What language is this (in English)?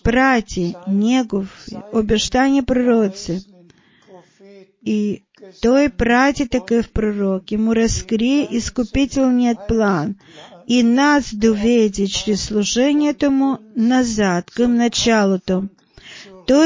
Bulgarian